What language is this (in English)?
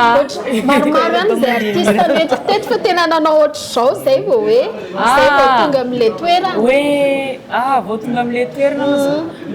Malagasy